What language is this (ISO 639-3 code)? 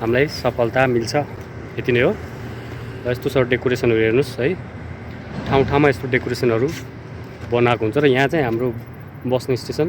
nep